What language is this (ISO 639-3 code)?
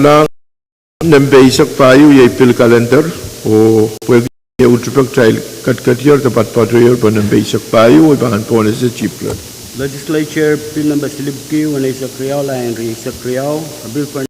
pon